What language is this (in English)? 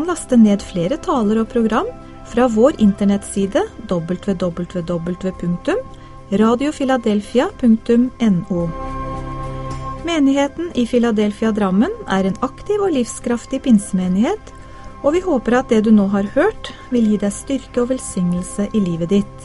Norwegian